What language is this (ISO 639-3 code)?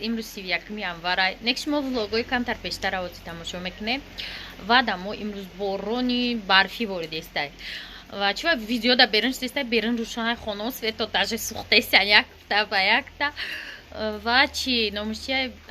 tgk